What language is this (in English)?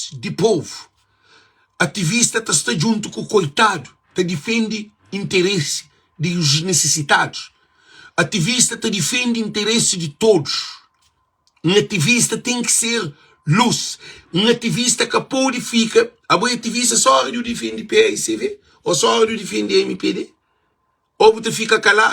Kabuverdianu